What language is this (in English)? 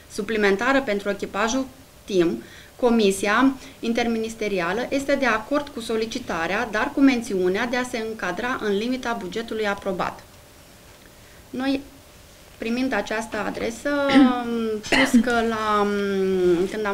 Romanian